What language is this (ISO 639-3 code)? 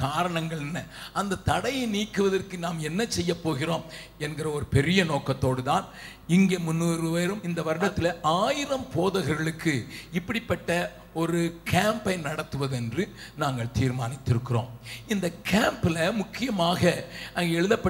tam